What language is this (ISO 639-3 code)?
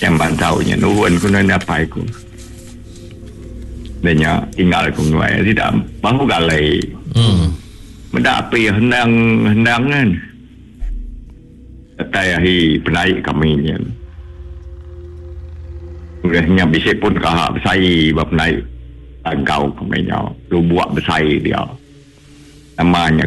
iba